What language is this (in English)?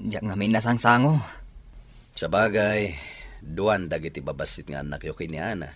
Iloko